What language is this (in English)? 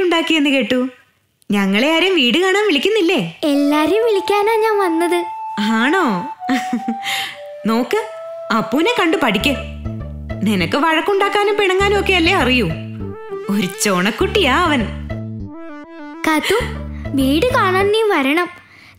Malayalam